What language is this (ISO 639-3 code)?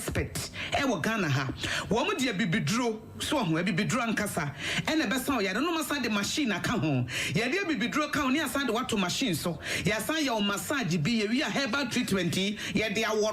aka